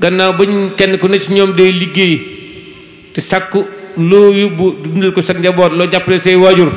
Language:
Wolof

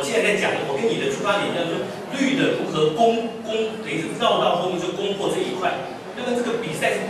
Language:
Chinese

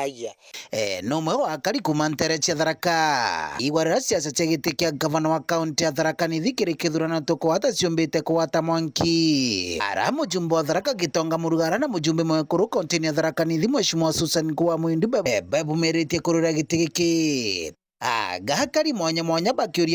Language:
Meru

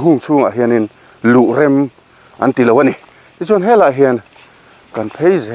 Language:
Mizo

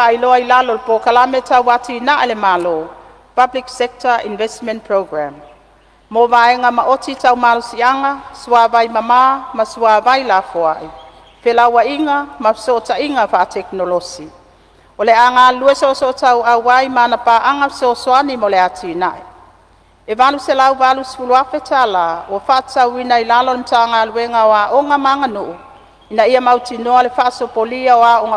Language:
Samoan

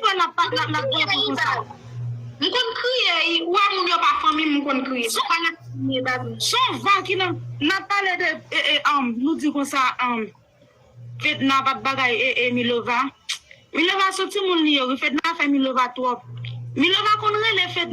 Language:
Haitian Creole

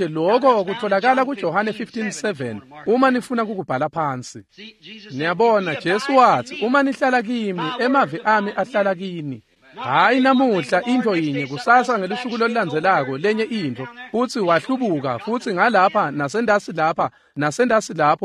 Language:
Swati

